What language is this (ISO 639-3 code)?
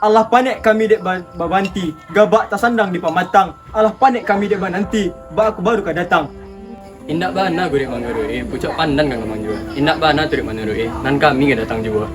min